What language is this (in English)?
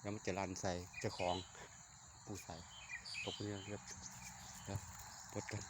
Northeastern Thai